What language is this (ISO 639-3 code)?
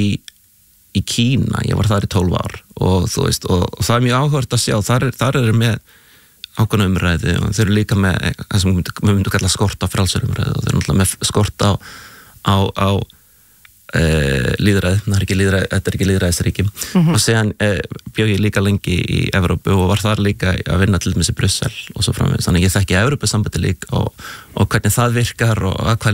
isl